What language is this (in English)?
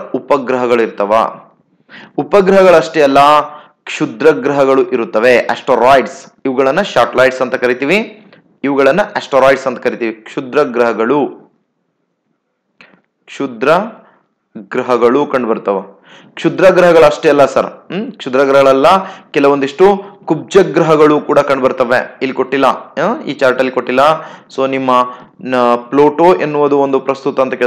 Kannada